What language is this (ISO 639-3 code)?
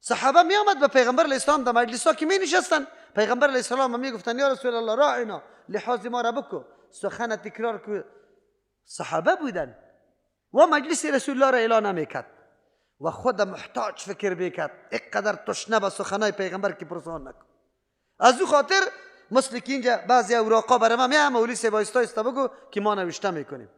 fas